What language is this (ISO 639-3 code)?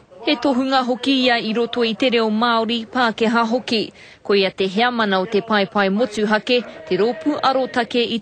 mri